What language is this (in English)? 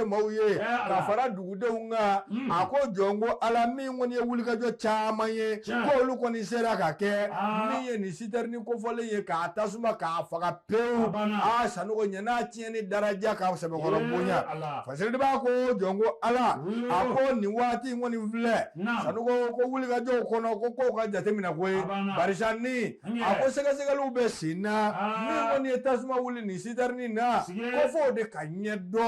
Bambara